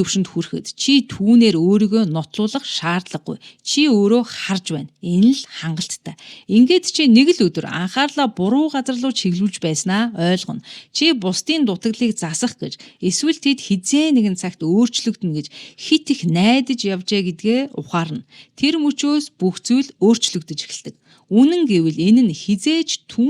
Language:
Mongolian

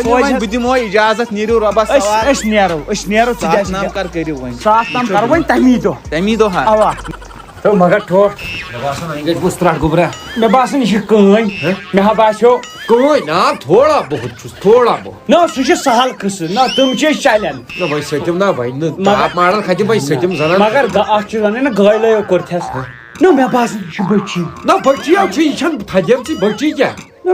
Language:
Kashmiri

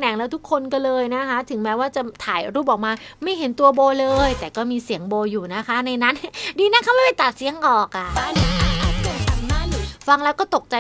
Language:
Thai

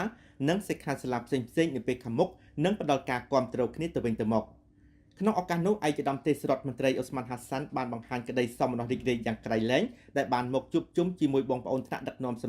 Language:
Khmer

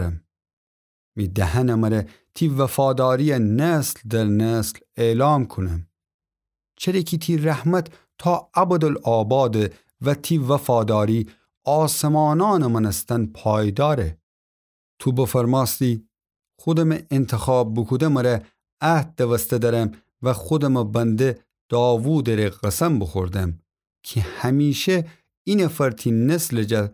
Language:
Gilaki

